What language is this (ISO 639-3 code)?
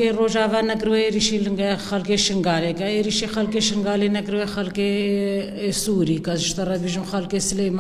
kur